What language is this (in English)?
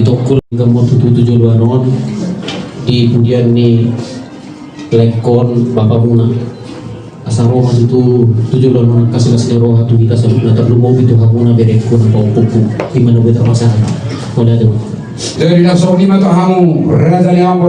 Batak Toba